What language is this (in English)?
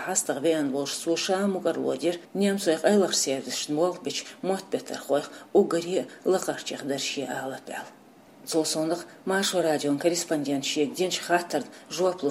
Chechen